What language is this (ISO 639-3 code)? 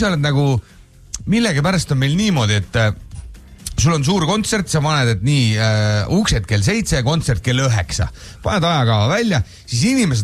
est